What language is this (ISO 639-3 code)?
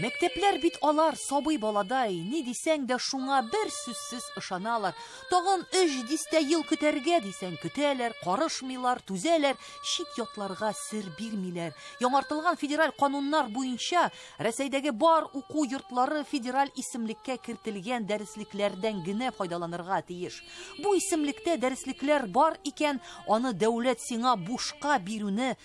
tat